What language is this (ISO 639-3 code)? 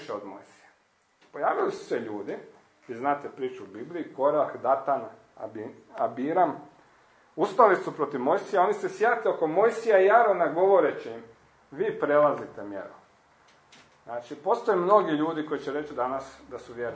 hrv